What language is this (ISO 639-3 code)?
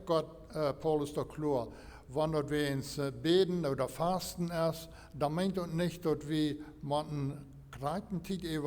pdt